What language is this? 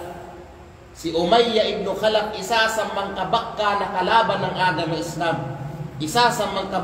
Kalagan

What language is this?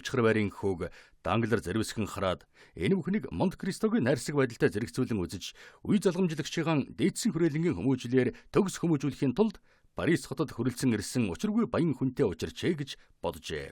Mongolian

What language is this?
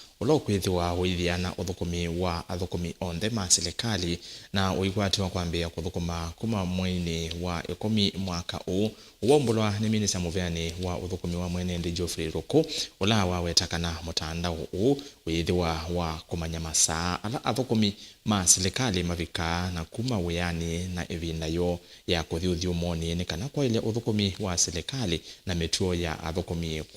Kamba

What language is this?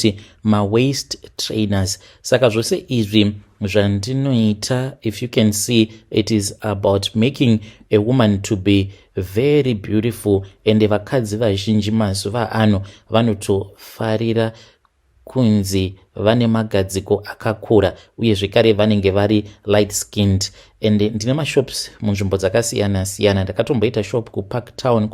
Shona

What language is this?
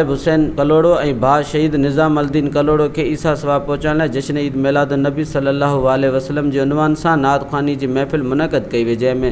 Sindhi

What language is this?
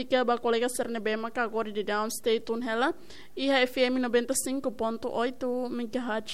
Tetum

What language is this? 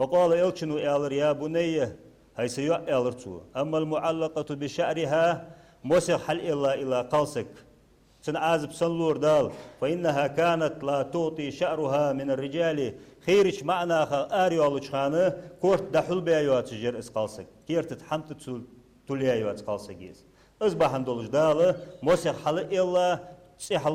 Ingush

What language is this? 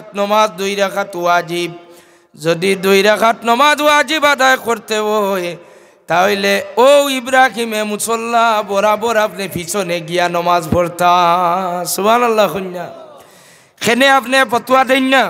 Sylheti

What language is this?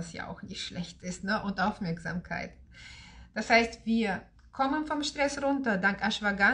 German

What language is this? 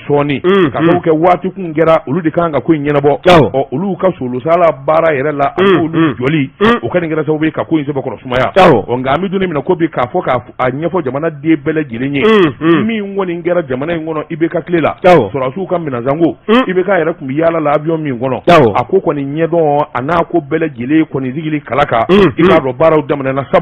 Bambara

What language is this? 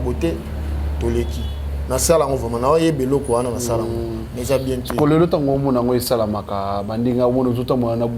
Lingala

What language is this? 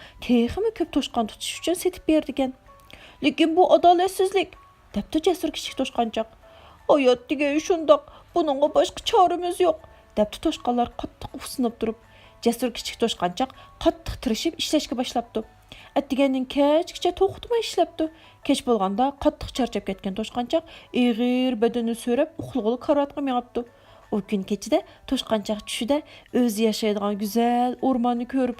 Uyghur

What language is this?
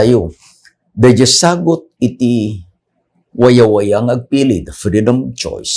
Iloko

